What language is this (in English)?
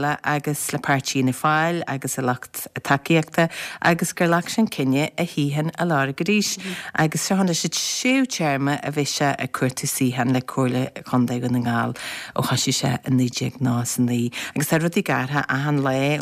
Irish